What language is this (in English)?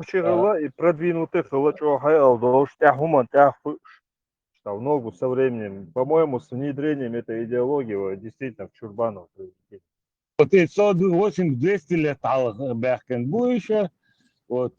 Chechen